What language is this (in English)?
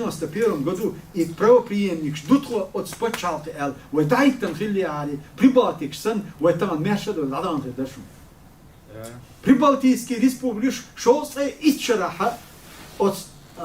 Chechen